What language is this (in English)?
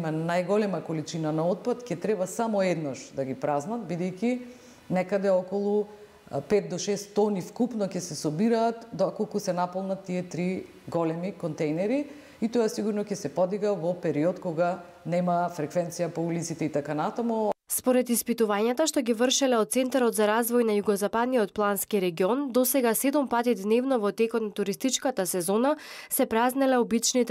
Macedonian